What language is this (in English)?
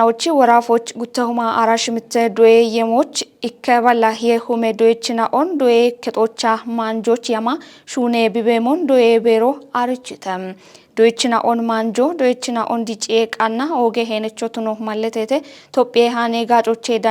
Kafa